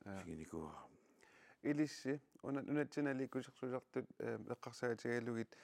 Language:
Kalaallisut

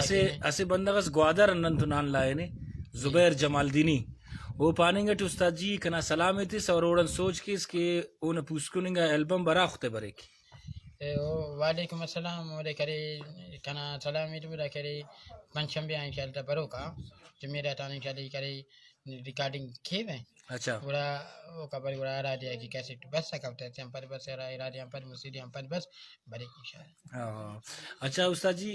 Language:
Brahui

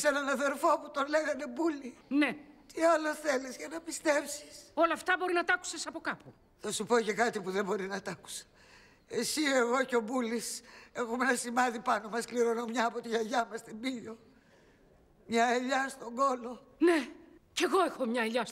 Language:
Greek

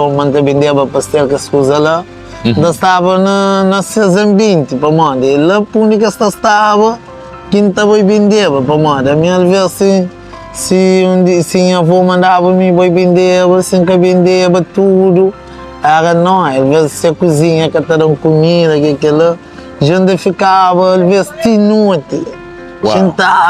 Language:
Kabuverdianu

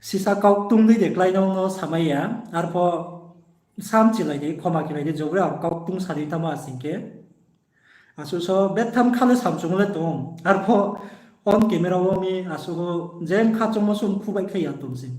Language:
Riang (India)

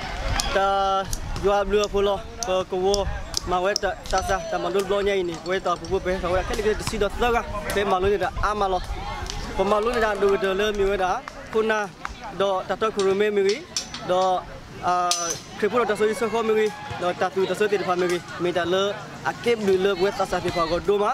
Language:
S'gaw Karen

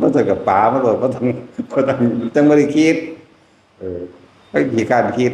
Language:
Northeastern Thai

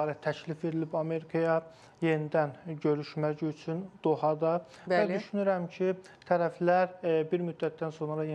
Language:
Azerbaijani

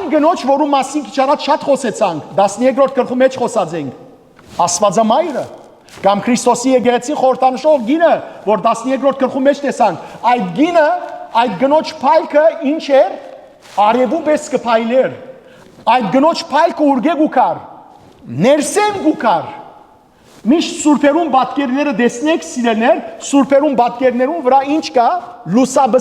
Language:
Western Armenian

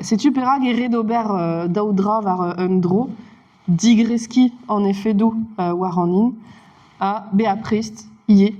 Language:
Breton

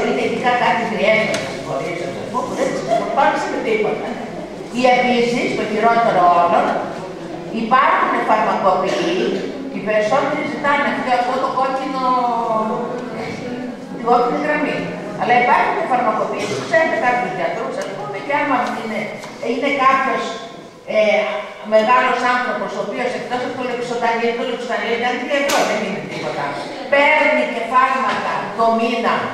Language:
Greek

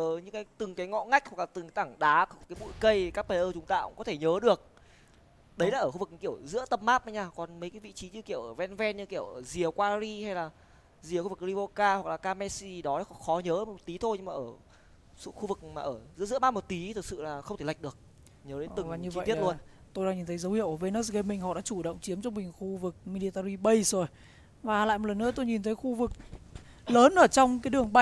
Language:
Vietnamese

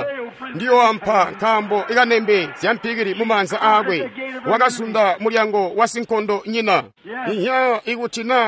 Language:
Tonga (Zambia)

